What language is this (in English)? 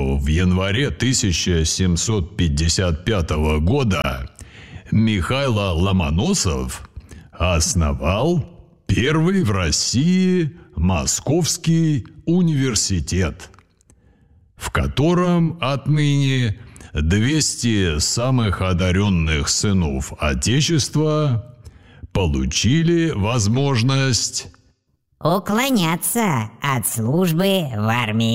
Russian